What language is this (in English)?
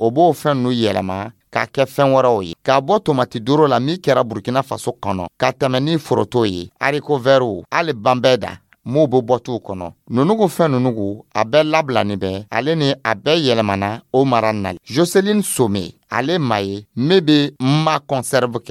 Dyula